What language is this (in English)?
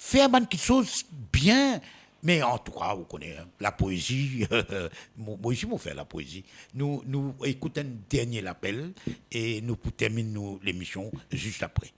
Morisyen